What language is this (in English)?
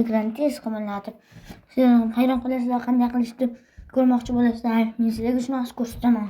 Uzbek